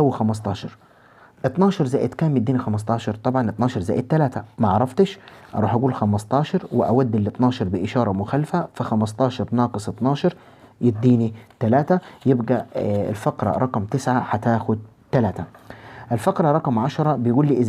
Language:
Egyptian Arabic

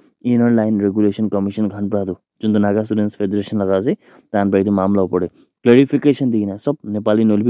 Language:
Naga Pidgin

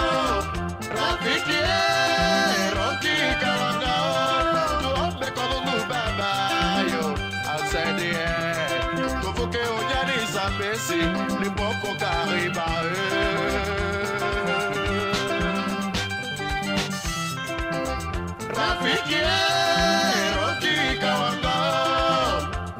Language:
Swahili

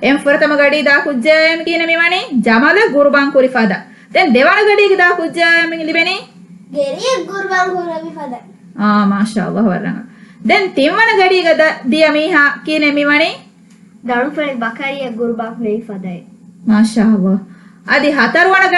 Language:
Divehi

